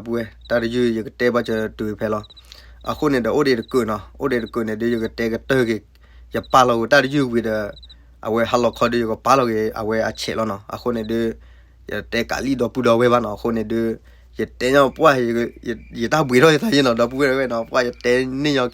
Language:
S'gaw Karen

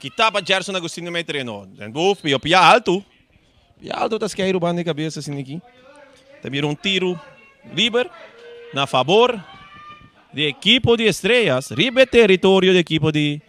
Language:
Papiamento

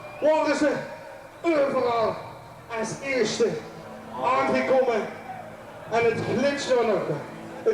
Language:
Limburgish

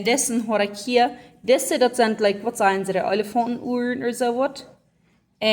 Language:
Plautdietsch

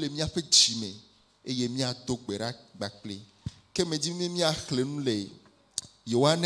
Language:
Ewe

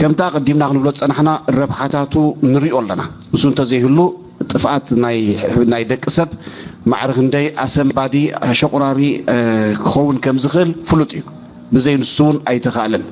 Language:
Tigrinya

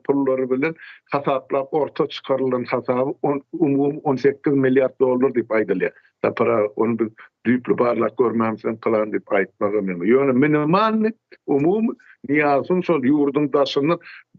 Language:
Turkmen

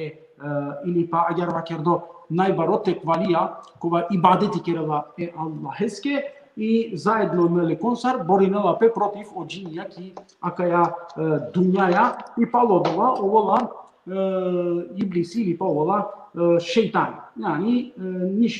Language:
Balkan Romani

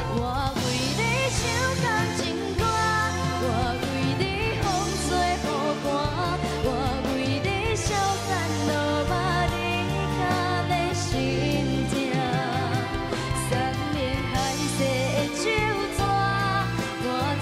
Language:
Chinese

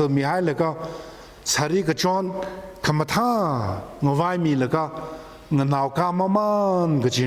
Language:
Tangkhul Naga (India)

